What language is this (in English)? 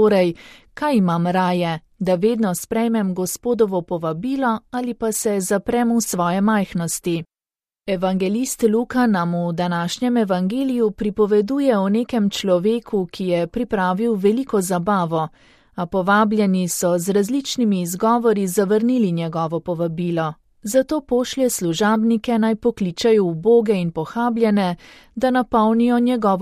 Slovenian